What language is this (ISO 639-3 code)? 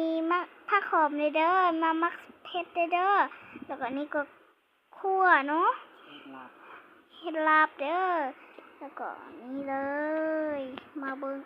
lao